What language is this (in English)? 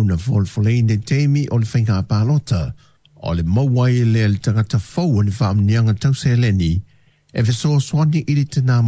Samoan